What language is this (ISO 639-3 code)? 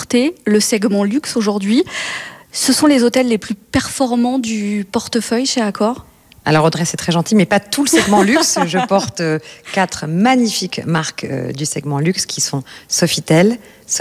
fra